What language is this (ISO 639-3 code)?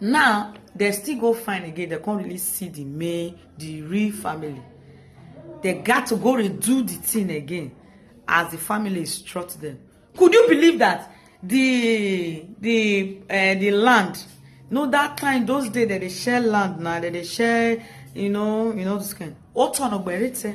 pcm